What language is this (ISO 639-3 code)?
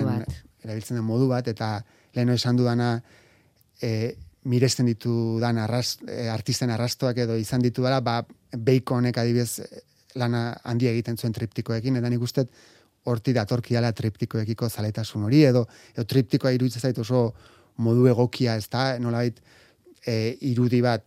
eus